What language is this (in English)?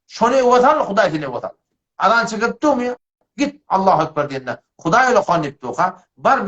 Turkmen